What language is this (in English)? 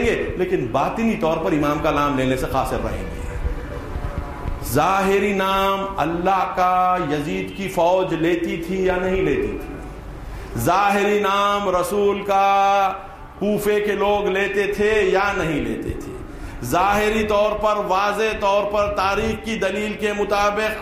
Urdu